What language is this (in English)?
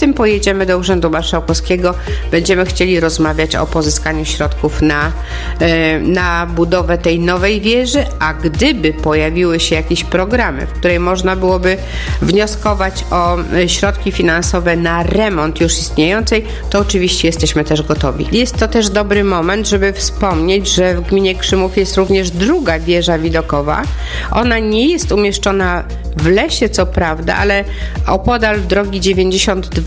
Polish